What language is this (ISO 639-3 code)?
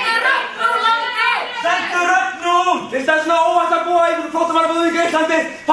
isl